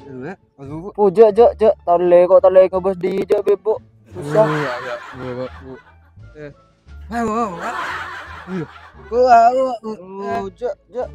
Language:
Madurese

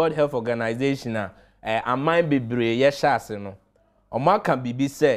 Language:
Akan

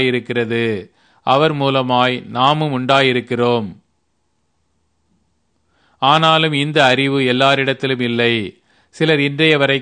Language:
Tamil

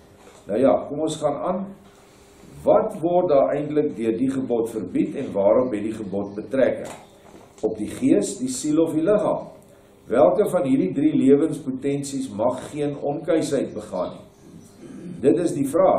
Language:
Afrikaans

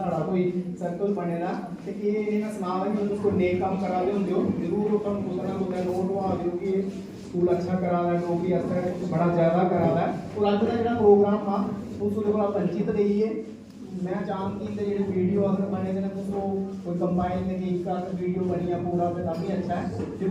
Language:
Dogri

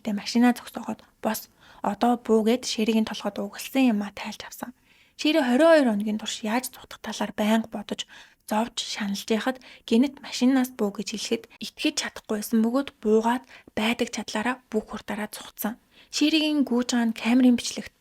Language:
Mongolian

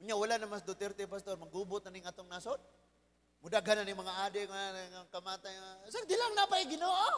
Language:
Cebuano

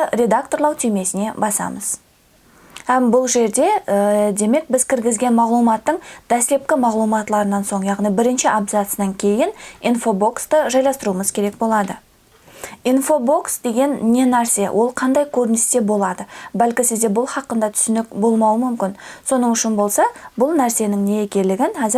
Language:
Kara-Kalpak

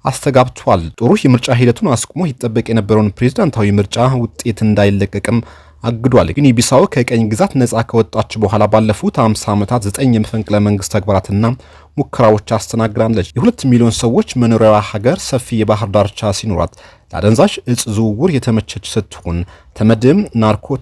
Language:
Amharic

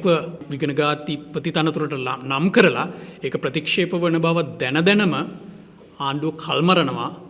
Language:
Sinhala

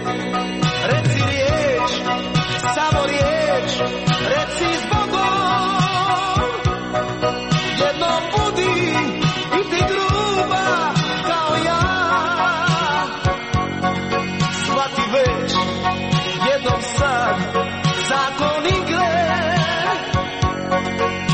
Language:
Croatian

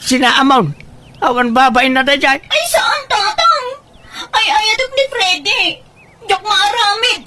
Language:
Iloko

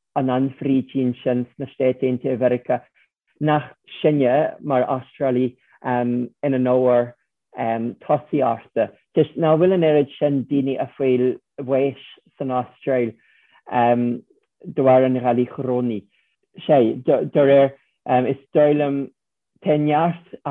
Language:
Irish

